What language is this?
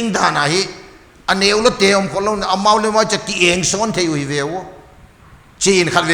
Paite Chin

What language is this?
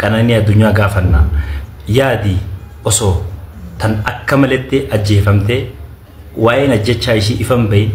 Oromo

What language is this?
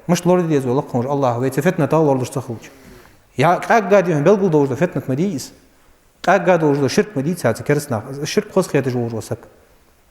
Ingush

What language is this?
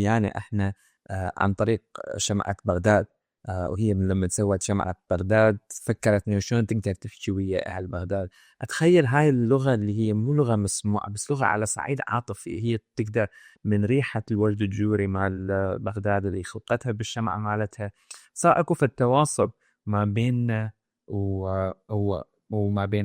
Mesopotamian Arabic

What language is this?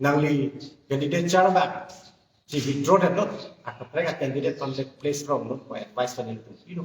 Karbi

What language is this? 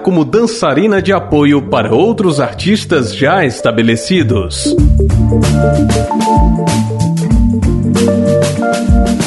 Portuguese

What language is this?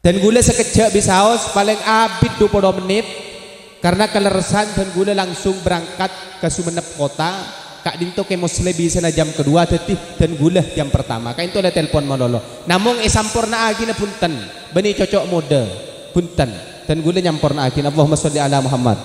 Madurese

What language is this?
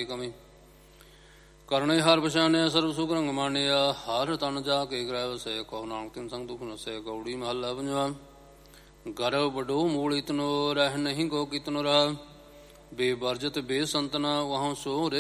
Punjabi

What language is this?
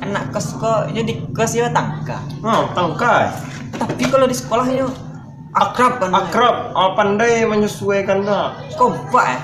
Minangkabau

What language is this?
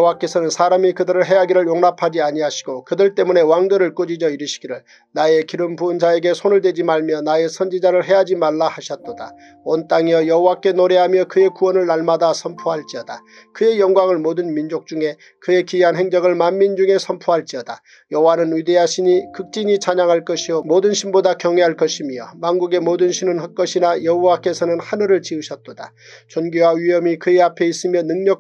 Korean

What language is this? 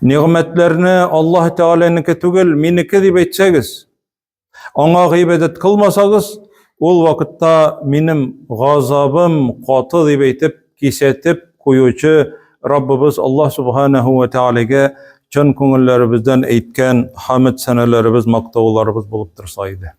Tatar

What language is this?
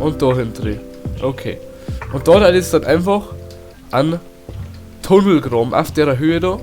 Bavarian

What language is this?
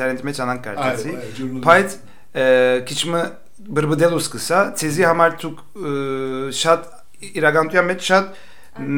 Armenian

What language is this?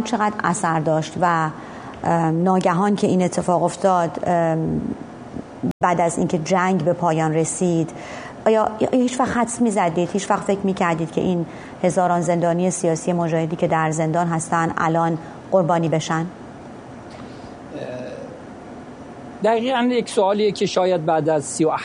Persian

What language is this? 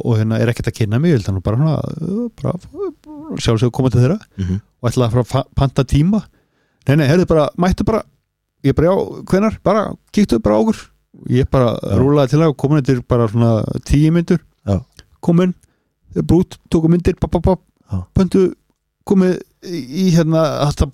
Icelandic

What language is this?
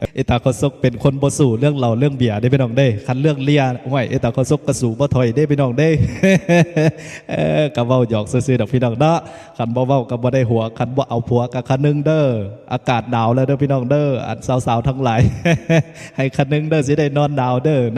Lao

